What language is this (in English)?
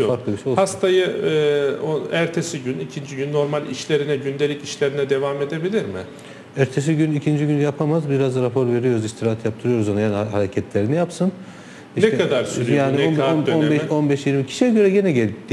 Turkish